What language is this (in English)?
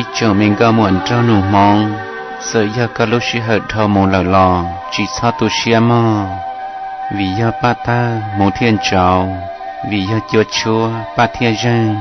Hmong